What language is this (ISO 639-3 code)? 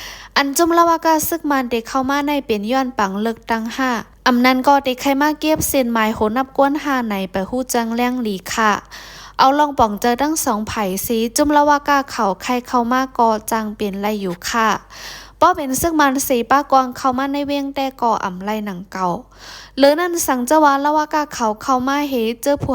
shn